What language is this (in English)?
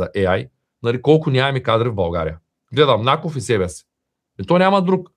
Bulgarian